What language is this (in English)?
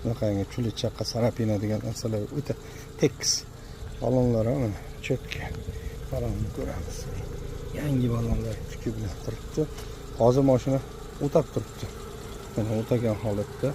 Uzbek